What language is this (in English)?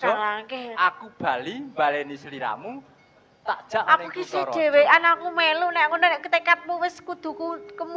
Javanese